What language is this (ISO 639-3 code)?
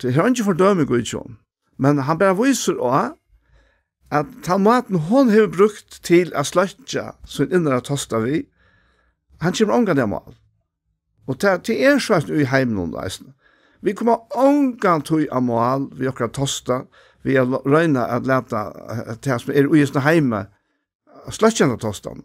fao